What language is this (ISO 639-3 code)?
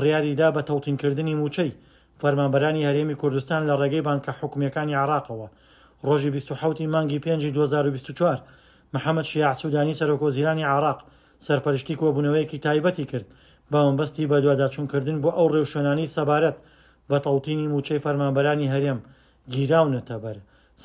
ckb